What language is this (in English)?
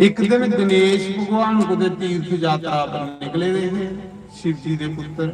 Dogri